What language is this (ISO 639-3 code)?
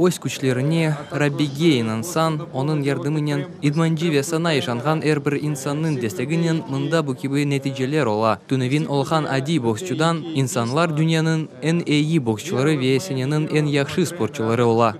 crh